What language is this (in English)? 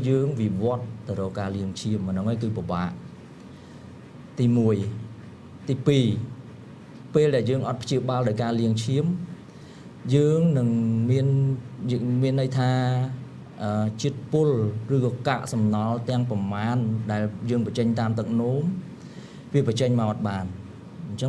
Khmer